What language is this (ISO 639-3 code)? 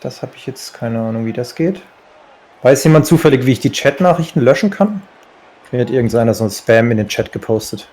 gsw